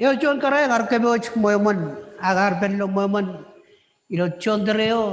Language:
Marshallese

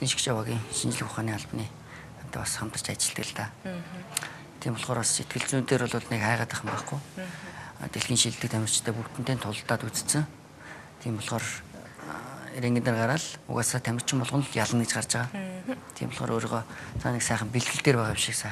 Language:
Mongolian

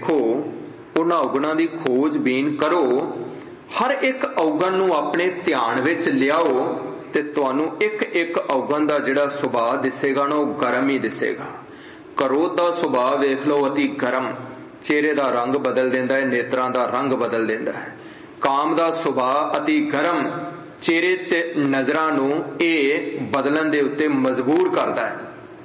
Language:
Punjabi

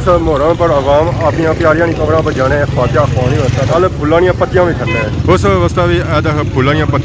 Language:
Pahari-Potwari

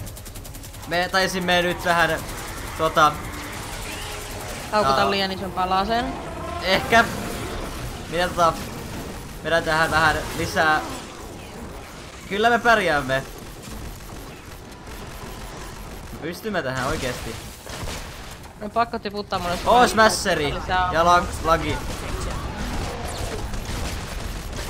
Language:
Finnish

